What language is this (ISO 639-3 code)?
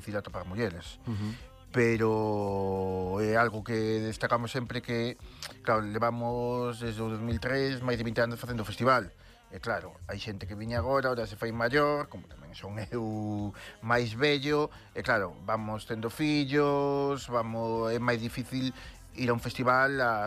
glg